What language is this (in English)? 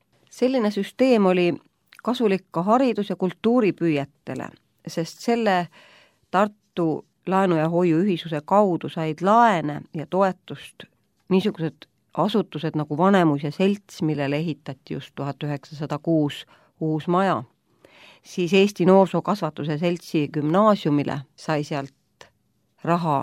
Estonian